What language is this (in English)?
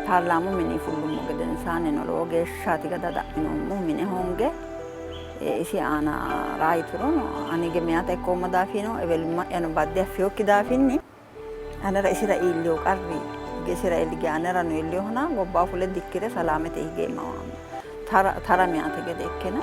Sidamo